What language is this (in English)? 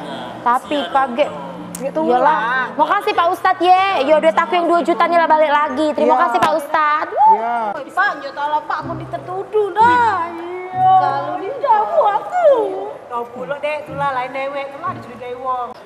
Musi